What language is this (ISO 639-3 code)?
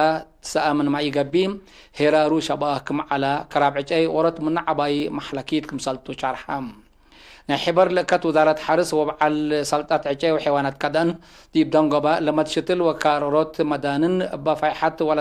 tig